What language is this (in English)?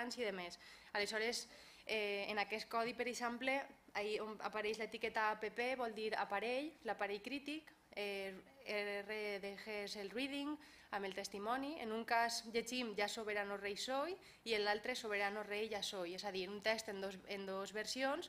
Catalan